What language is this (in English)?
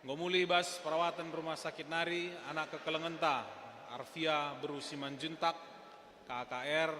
Batak Karo